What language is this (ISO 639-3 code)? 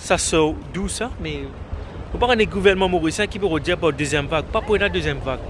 mfe